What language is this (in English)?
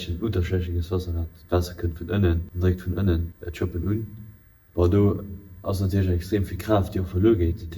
Luxembourgish